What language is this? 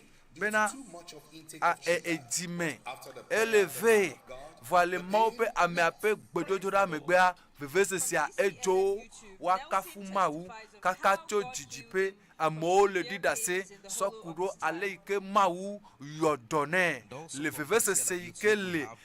Ewe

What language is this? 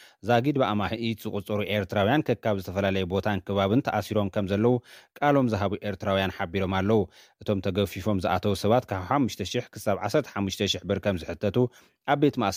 Tigrinya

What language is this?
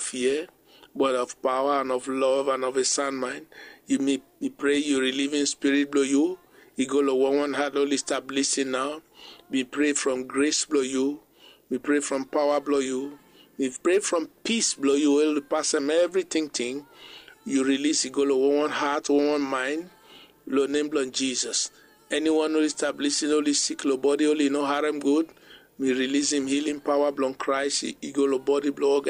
Bislama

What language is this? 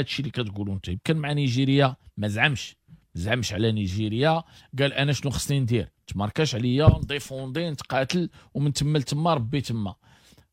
Moroccan Arabic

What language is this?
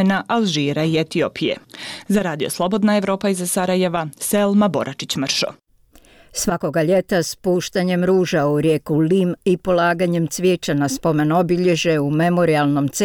Bosnian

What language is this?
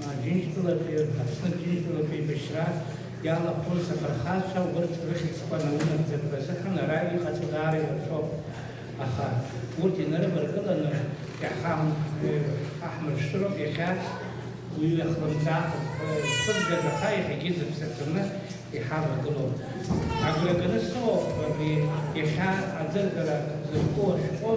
Abkhazian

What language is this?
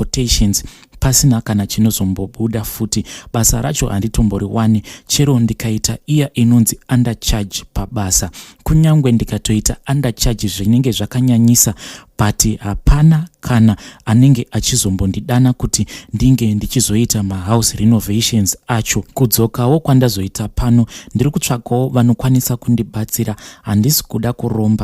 Shona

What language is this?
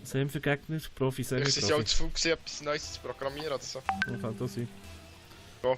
Swiss German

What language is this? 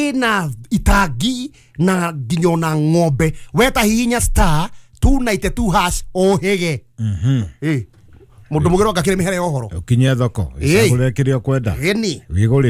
Kikuyu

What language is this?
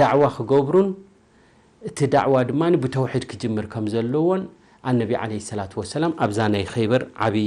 Tigrinya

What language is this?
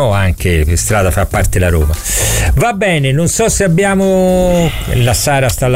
Italian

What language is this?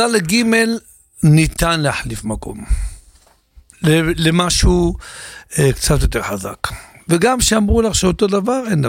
Hebrew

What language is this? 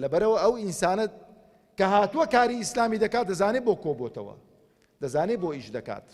Central Kurdish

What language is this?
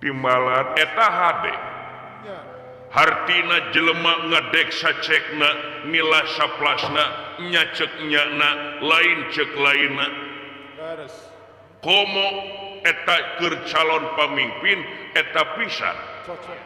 Sundanese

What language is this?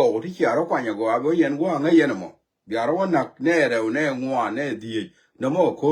Nuer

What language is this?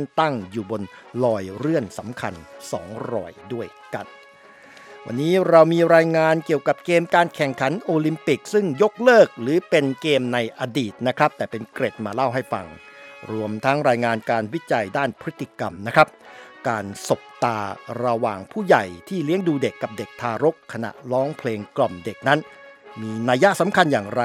Thai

